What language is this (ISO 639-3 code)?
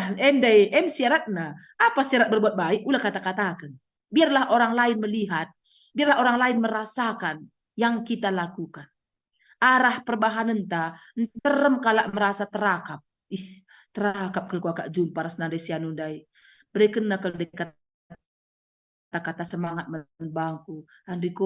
btx